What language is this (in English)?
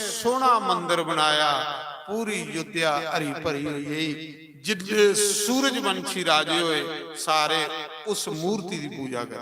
Dogri